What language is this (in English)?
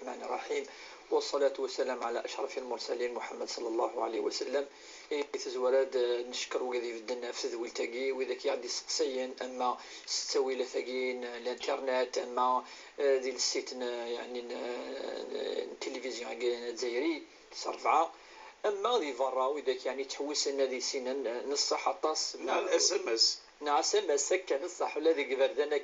Kabyle